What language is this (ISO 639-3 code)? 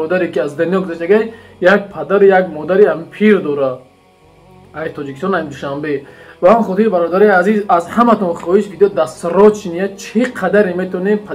tgk